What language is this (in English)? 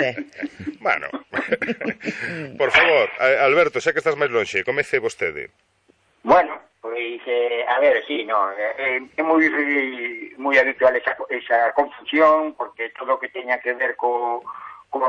Galician